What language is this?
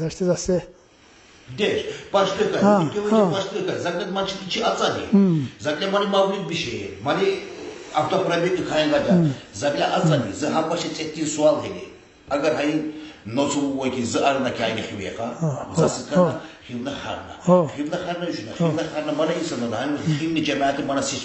Tsakhur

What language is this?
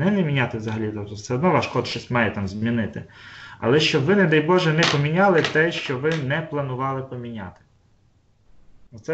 Ukrainian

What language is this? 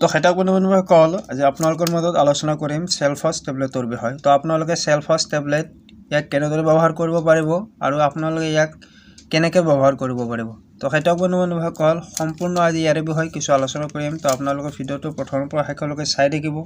Assamese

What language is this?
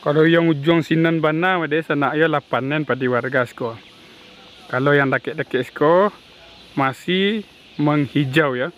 Minangkabau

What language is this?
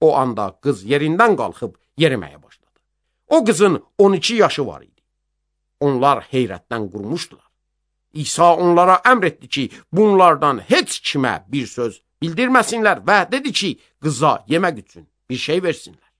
Azerbaijani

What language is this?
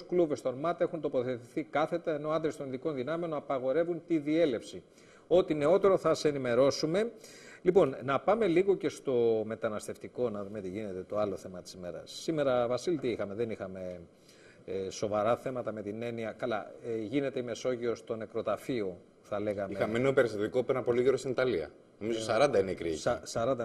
Greek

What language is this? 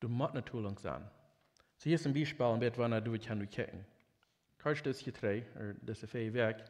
Plautdietsch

